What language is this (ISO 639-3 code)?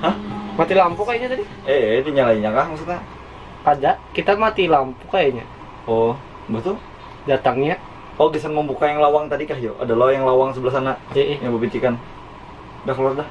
bjn